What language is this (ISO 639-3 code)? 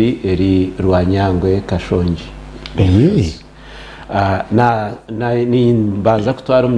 nyn